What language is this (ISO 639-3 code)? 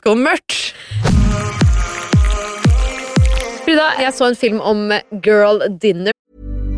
nor